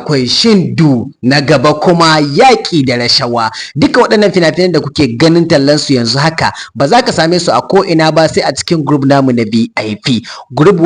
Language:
Hausa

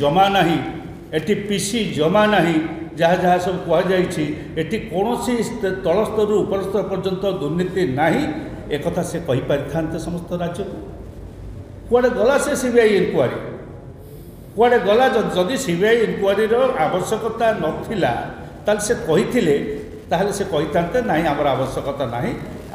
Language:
Odia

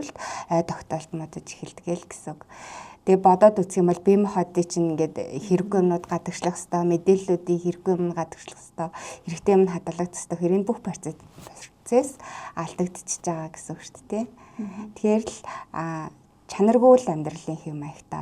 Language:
Mongolian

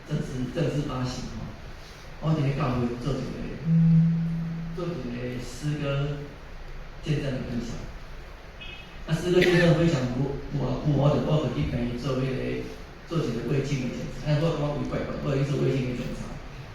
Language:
Min Nan Chinese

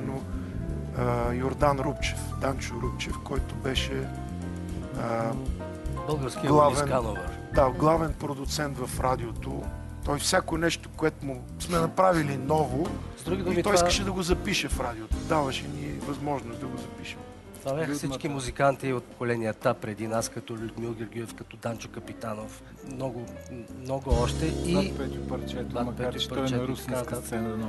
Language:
Bulgarian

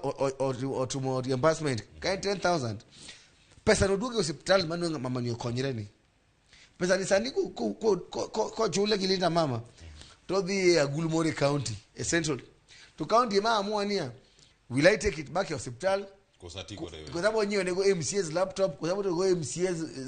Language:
Luo (Kenya and Tanzania)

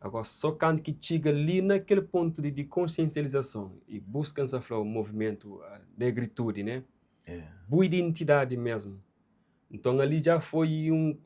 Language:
Kabuverdianu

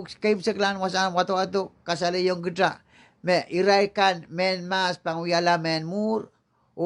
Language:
Pohnpeian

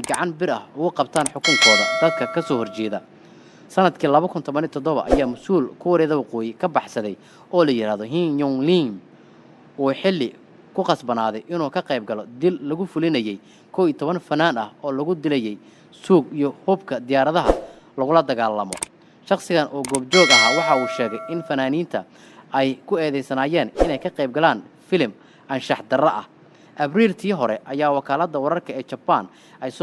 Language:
Somali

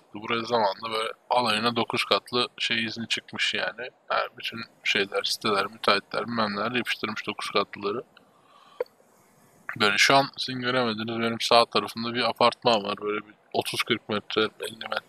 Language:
Turkish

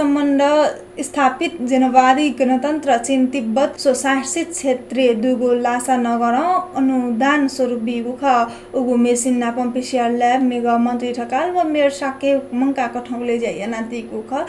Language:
Newari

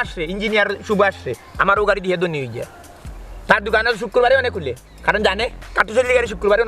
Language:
Sylheti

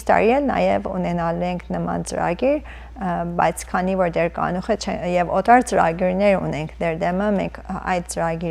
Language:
Western Armenian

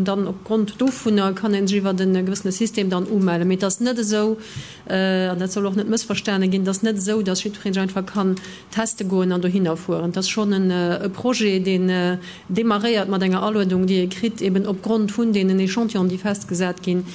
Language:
Luxembourgish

